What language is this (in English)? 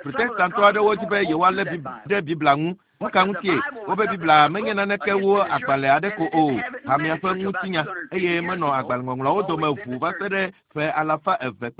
Ewe